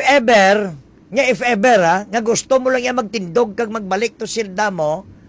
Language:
Hiligaynon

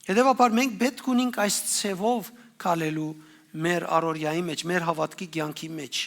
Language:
Western Armenian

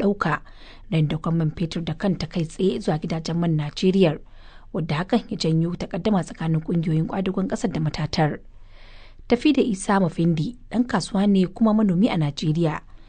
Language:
Hausa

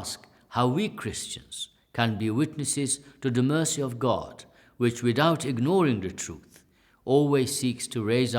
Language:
English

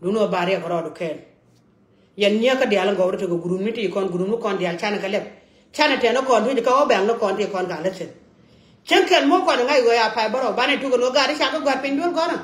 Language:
Nuer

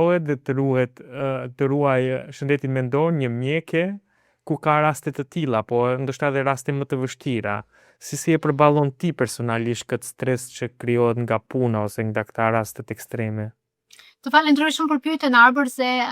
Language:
Albanian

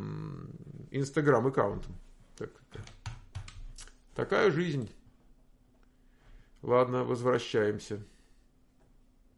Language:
Russian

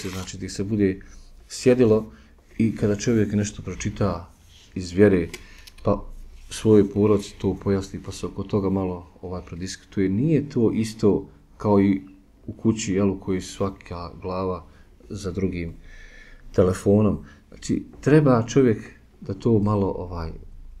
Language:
Bosnian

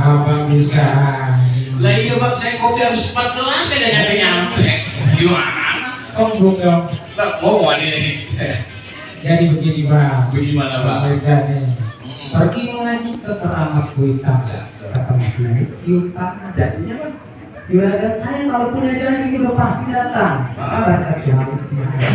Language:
Betawi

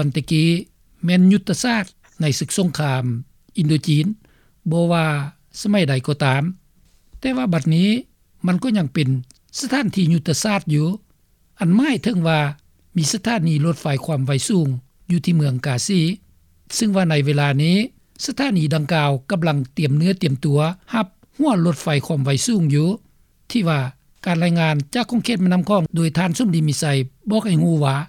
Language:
Lao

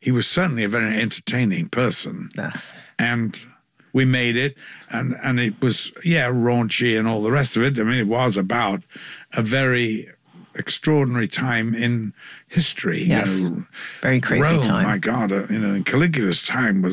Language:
English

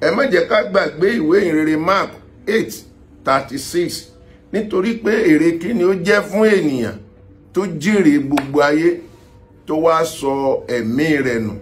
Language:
Yoruba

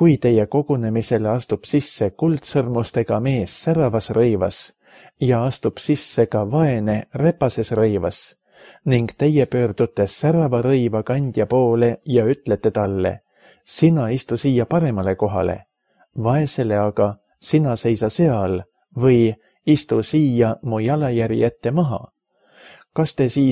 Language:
Estonian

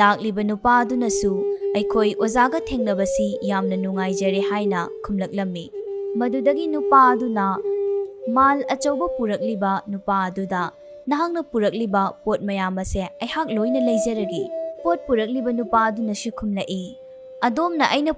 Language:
Manipuri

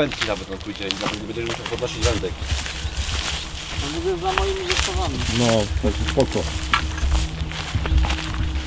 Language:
Polish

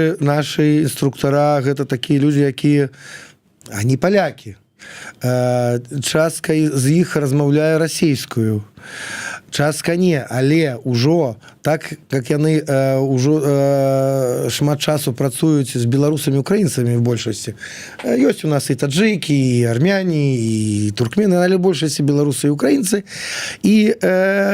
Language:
Belarusian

